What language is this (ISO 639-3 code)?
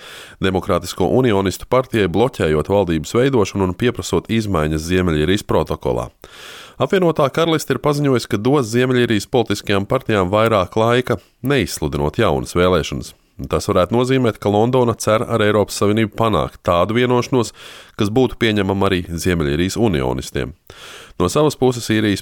lav